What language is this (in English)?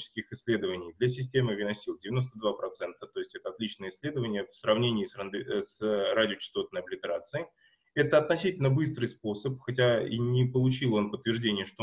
Russian